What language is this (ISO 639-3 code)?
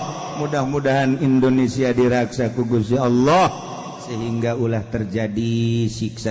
sun